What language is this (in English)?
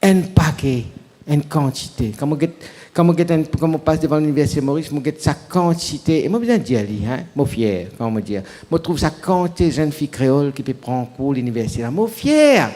Morisyen